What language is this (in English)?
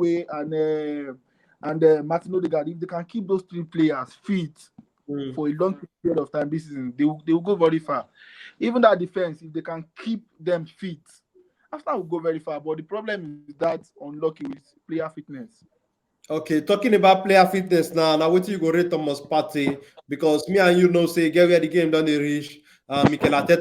Nigerian Pidgin